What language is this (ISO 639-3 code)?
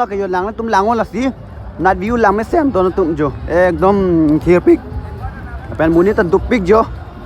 mjw